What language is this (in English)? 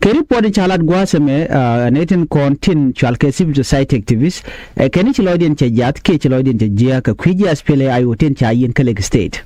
Nuer